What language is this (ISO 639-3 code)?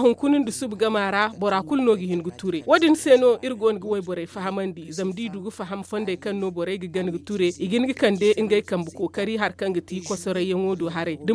dje